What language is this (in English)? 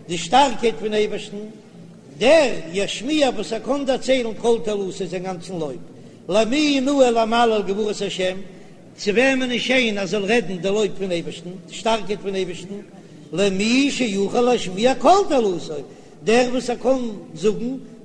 Yiddish